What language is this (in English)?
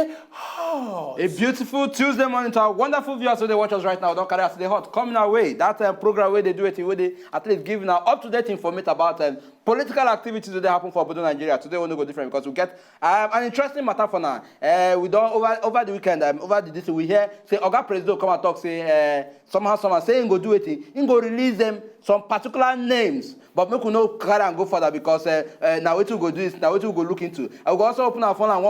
Nigerian Pidgin